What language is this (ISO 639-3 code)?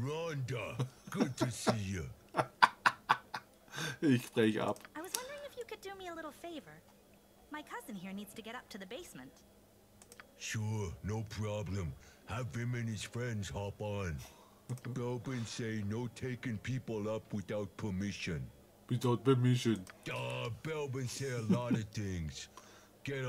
deu